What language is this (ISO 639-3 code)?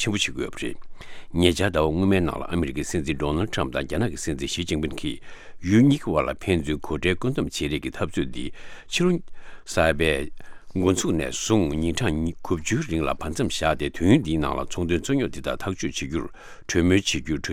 bod